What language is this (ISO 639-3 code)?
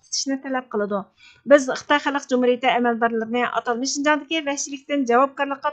uig